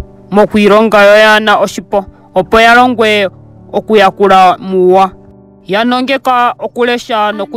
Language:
Ndonga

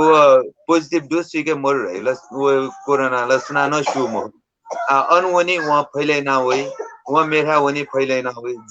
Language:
Newari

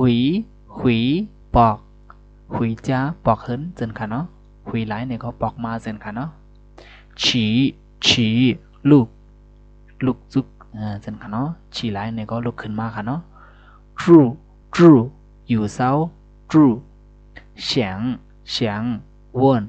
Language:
Shan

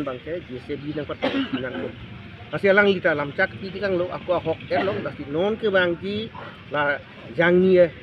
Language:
Karbi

